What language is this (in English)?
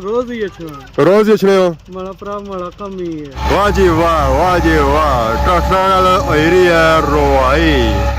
Pahari-Potwari